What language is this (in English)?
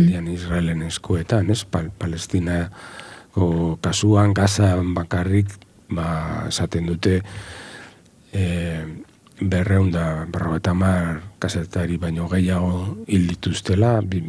Basque